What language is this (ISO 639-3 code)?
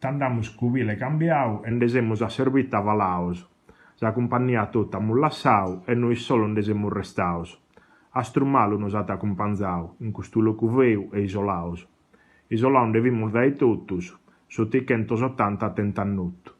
srd